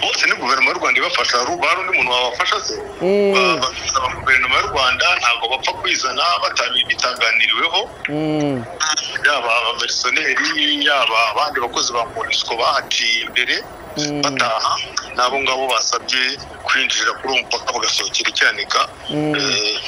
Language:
Kinyarwanda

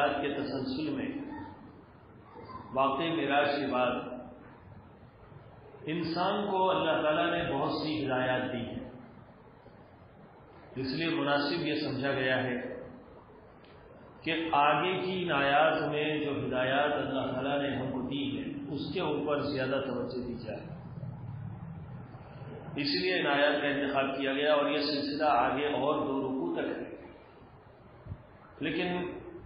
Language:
Urdu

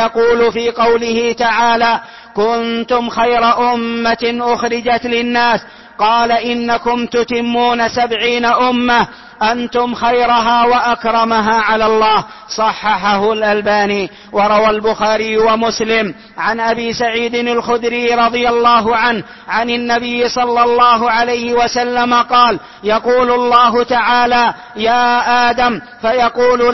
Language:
Arabic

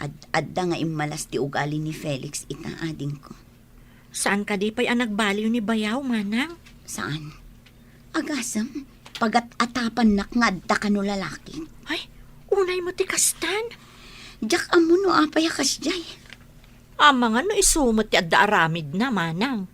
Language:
Iloko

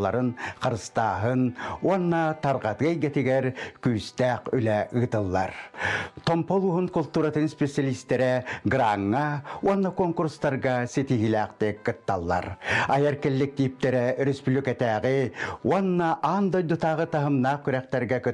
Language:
Yakut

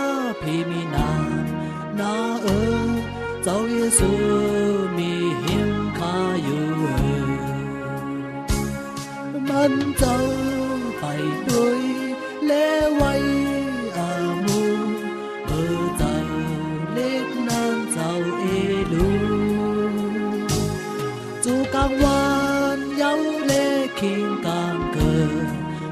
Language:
Thai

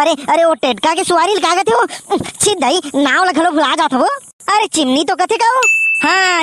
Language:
Chhattisgarhi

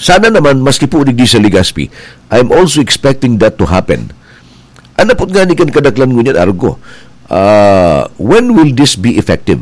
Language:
Bikol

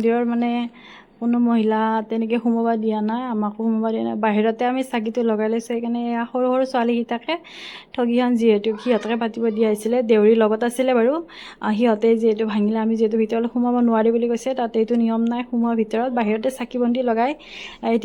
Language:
Assamese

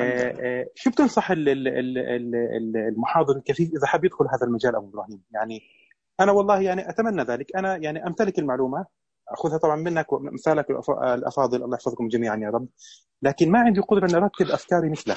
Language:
Najdi Arabic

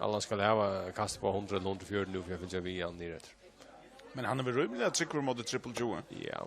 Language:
Faroese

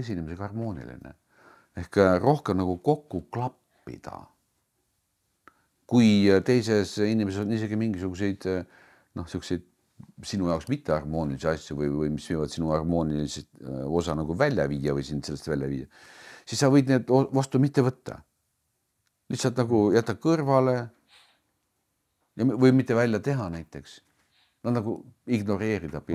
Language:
Estonian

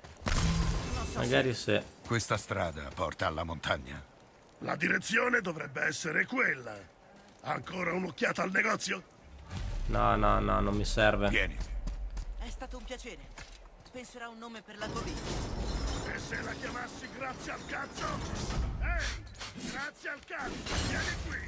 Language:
Italian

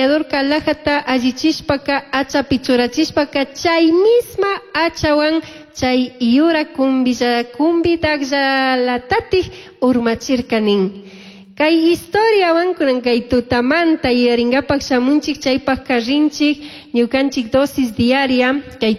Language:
Chimborazo Highland Quichua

